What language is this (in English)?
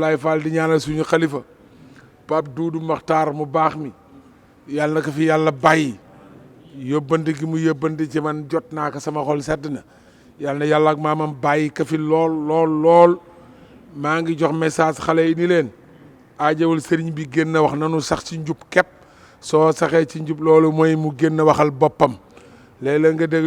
Wolof